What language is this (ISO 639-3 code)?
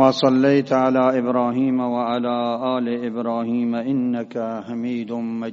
bgp